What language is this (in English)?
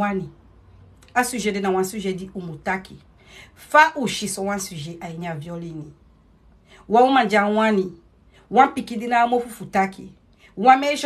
Sranan Tongo